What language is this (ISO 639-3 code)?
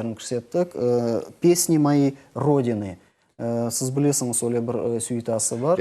crh